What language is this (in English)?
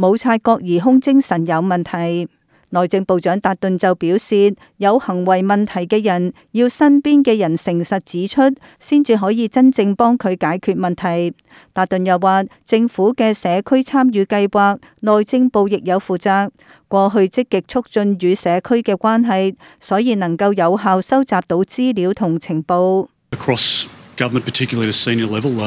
Cantonese